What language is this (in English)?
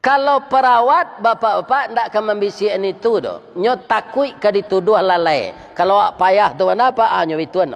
Minangkabau